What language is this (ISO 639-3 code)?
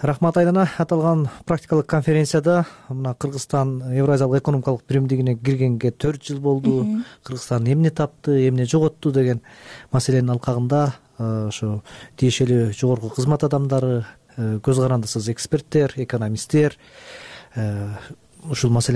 kir